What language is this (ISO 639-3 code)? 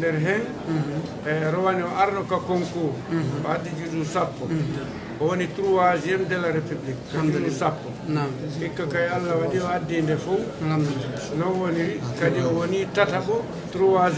fuf